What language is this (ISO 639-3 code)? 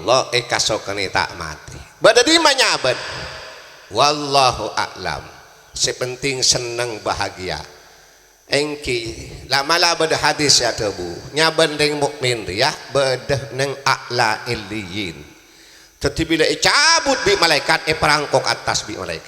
mad